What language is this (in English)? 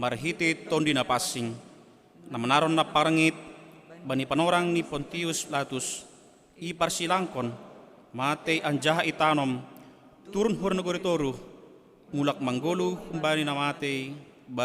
Batak Simalungun